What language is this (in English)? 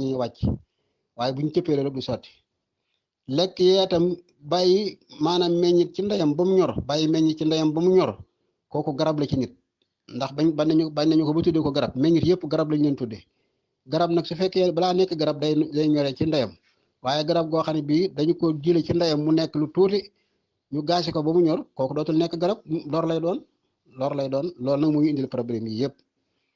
Wolof